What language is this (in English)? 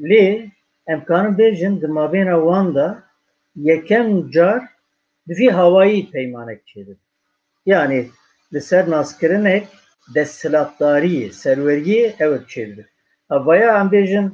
Kurdish